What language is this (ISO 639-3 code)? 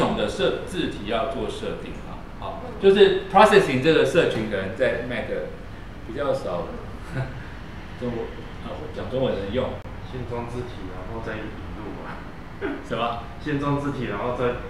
zho